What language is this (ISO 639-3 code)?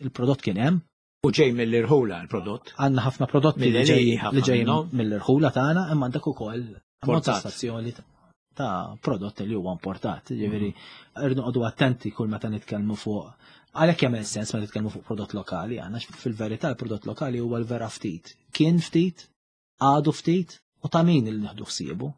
mlt